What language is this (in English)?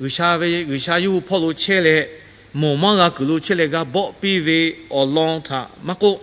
Lahu